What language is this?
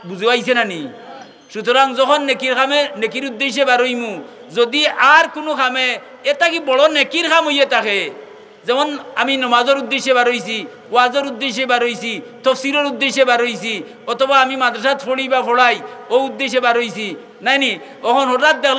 Sylheti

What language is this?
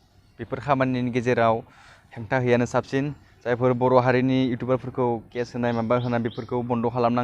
Bodo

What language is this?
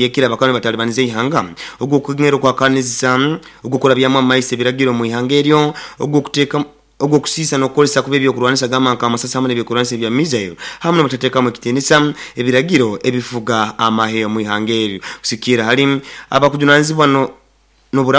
Nyoro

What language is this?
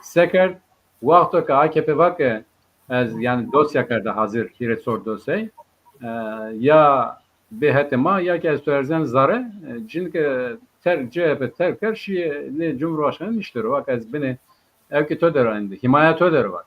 Zaza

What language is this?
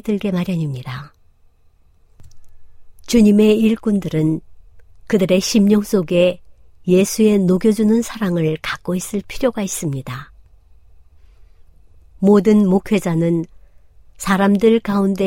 Korean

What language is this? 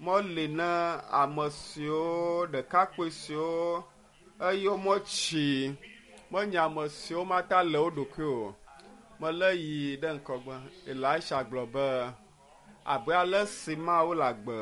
Ewe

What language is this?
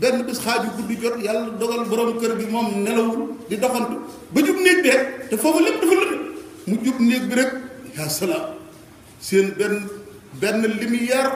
Wolof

